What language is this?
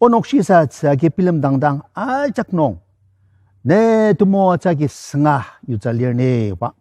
Ao Naga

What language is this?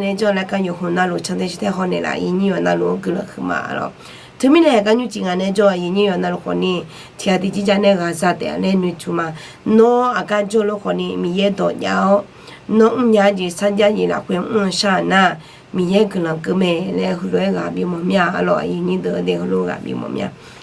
Akha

